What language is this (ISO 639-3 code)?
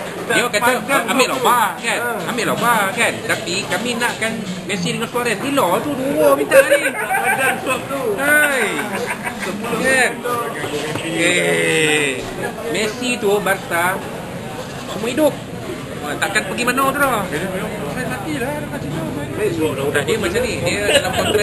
msa